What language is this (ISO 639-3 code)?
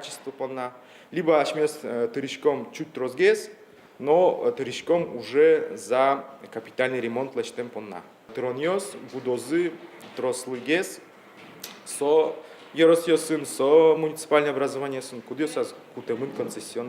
udm